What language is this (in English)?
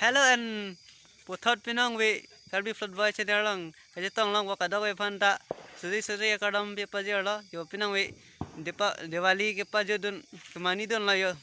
Karbi